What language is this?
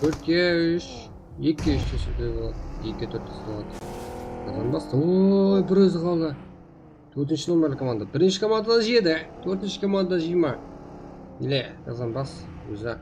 Kara-Kalpak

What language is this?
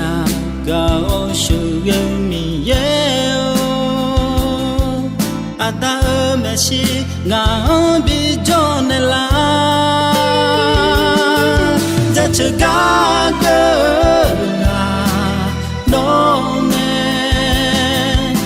Akha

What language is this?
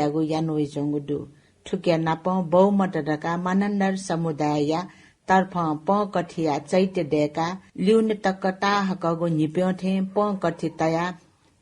Newari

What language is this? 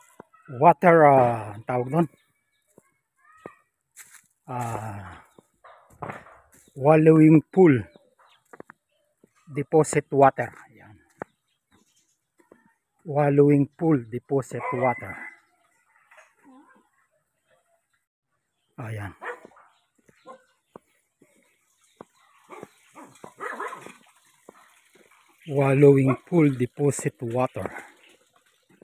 Filipino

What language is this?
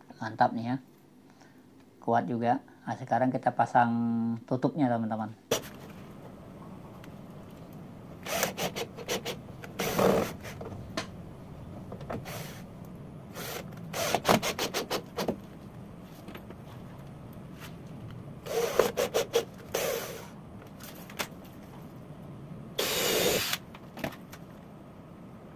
Indonesian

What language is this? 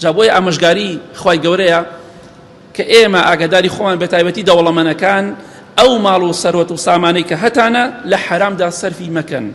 Central Kurdish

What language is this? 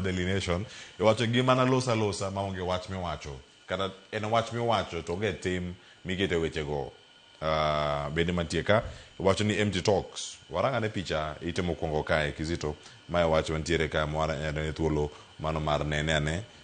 Luo (Kenya and Tanzania)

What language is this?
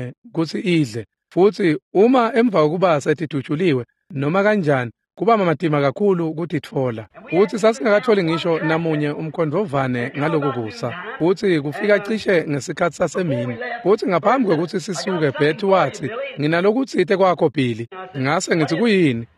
Swati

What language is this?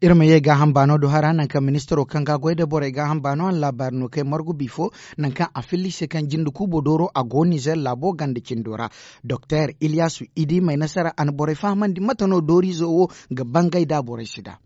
Zarma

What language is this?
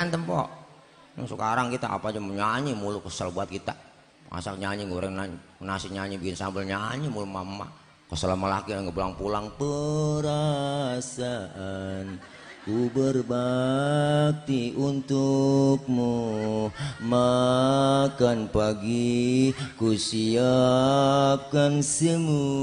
Betawi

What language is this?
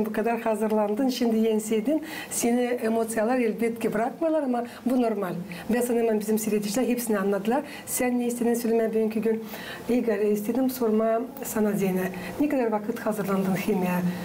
Gagauz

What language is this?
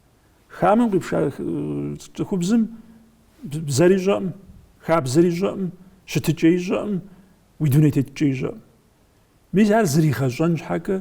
Kabardian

